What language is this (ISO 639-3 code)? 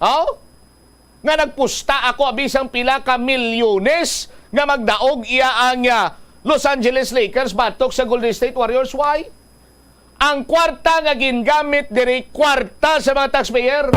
hil